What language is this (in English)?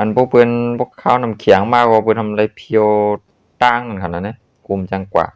Shan